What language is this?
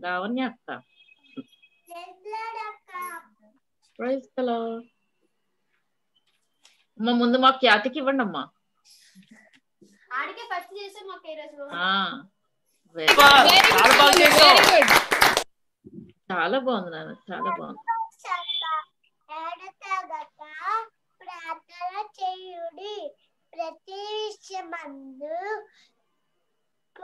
Telugu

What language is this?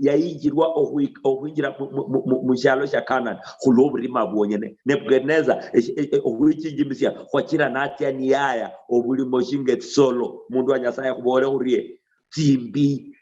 Luyia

